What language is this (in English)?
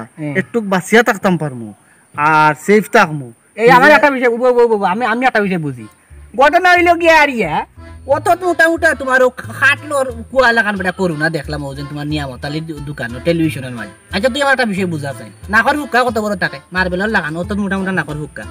Sylheti